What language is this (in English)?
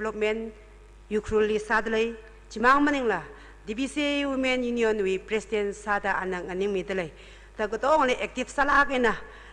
Tangkhul Naga (India)